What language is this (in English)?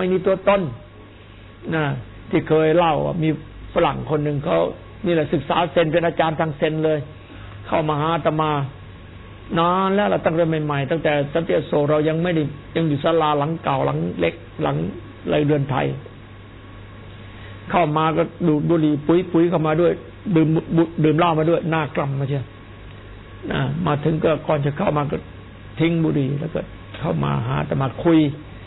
Thai